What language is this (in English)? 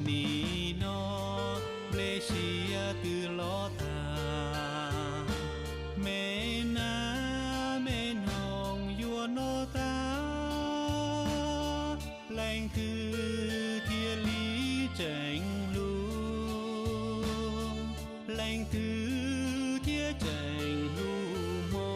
Hmong